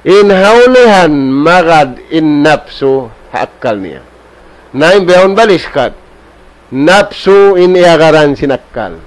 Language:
Tausug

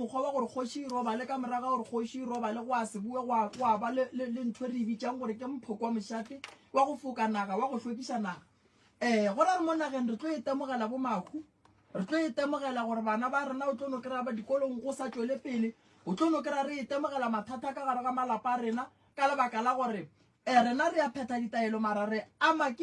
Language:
Northern Sotho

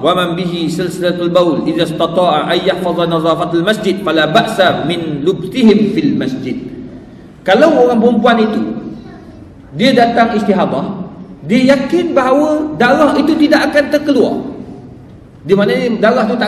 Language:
Malay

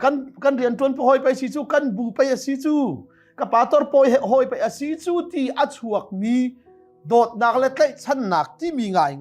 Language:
Hakha Chin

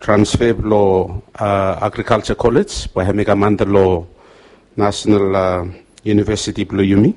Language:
Bislama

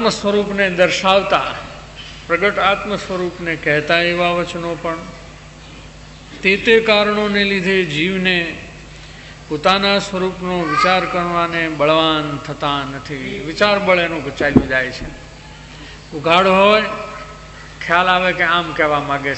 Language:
Gujarati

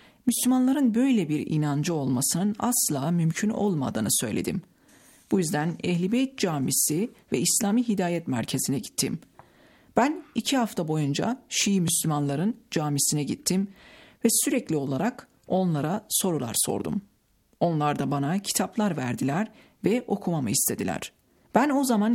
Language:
Turkish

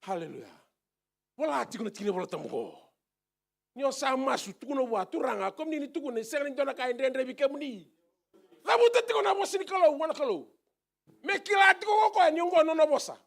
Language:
Fijian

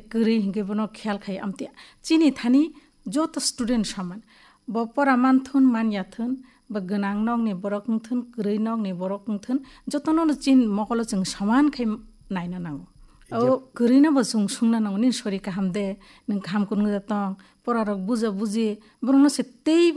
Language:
Kok Borok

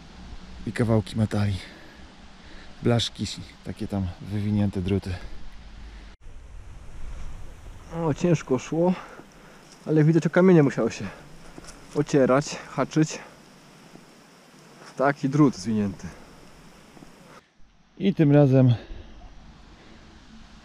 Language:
Polish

